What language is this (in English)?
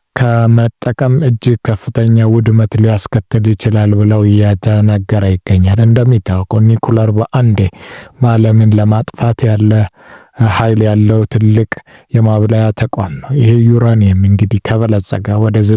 Amharic